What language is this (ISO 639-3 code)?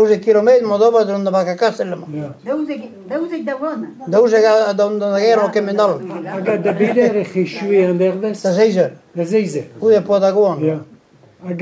bre